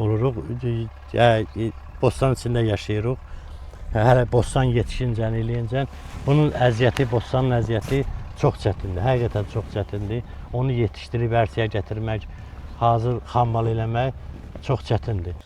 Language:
Azerbaijani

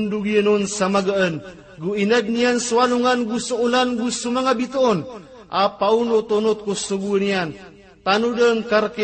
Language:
Maranao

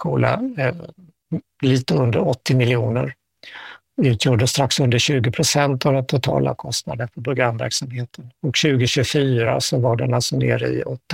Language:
Swedish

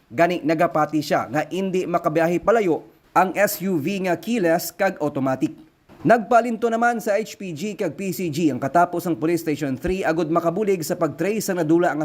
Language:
Hiligaynon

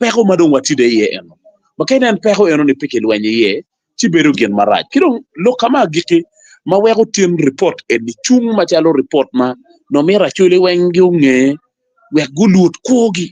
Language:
Acoli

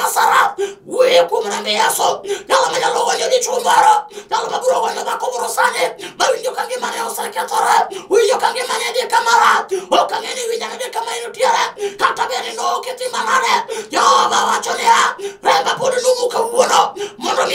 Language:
Luo (Kenya and Tanzania)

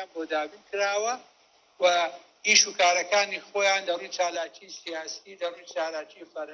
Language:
Central Kurdish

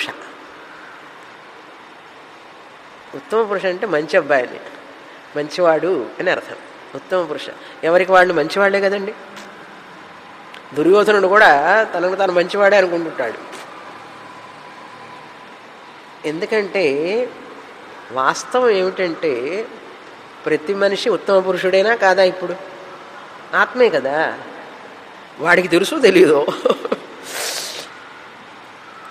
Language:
Telugu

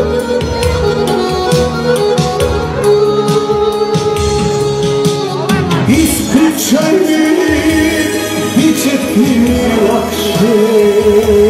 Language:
Croatian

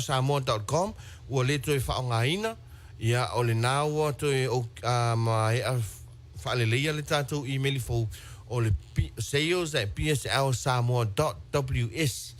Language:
Samoan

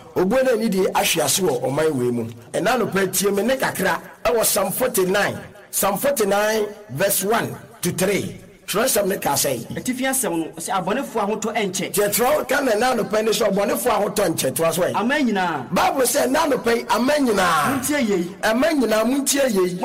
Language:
Akan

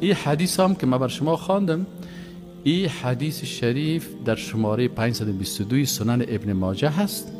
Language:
Persian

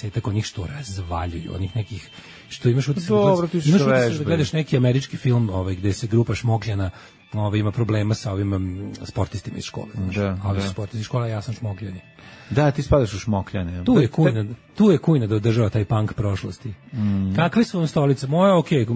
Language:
Serbian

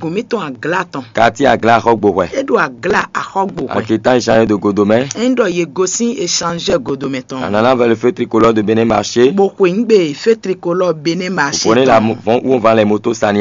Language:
Fon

